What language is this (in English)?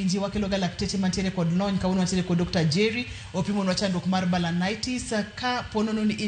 Luo (Kenya and Tanzania)